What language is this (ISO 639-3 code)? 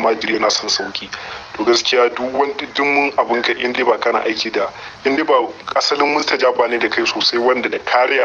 hau